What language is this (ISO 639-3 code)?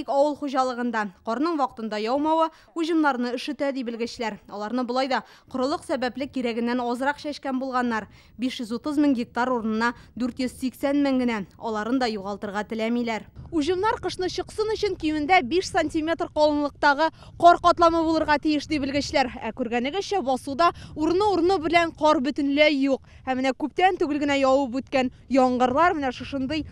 tat